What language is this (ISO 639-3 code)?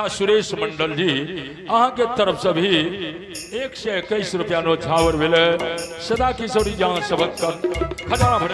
mai